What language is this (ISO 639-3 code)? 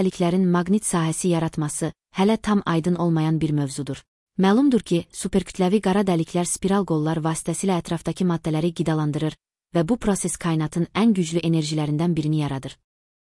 aze